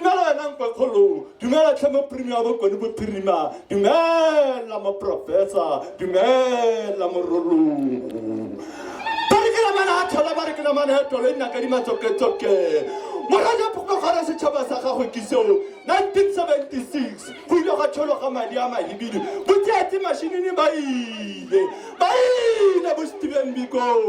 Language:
Tswana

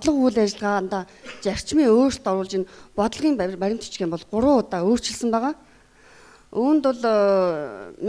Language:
Mongolian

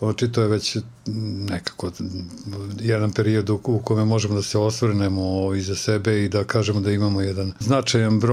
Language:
Serbian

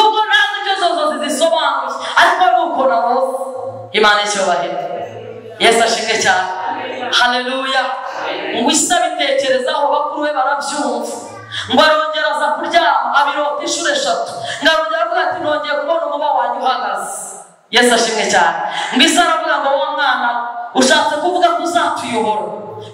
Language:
Kinyarwanda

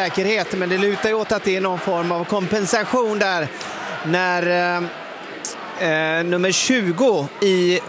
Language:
Swedish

